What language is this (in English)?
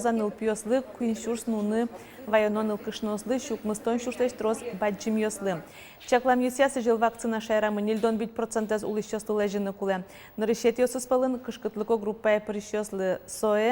Udmurt